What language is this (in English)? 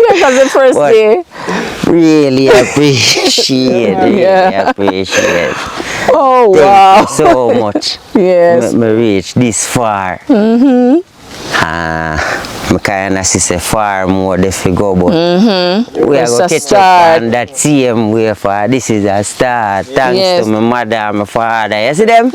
Jamaican Creole English